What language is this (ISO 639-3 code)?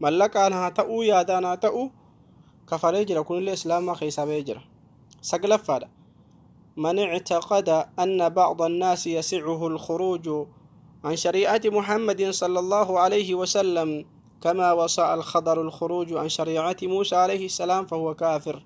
orm